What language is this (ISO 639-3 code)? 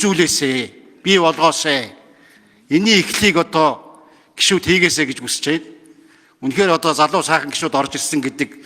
mon